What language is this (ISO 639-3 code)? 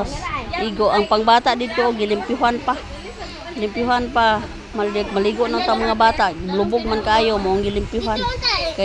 ceb